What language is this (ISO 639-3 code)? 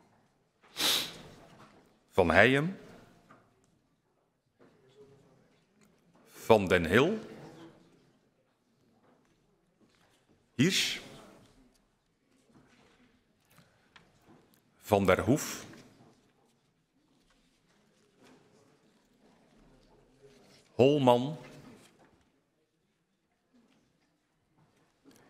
nld